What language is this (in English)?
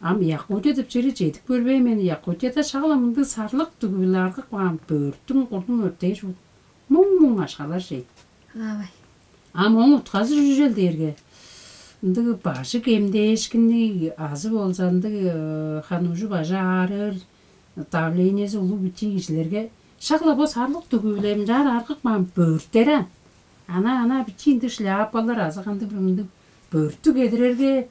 Tuvinian